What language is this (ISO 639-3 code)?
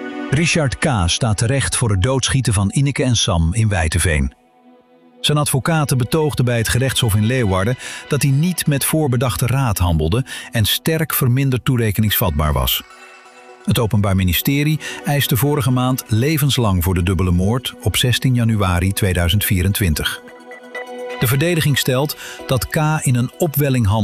nld